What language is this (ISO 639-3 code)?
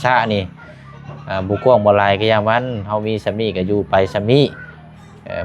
lao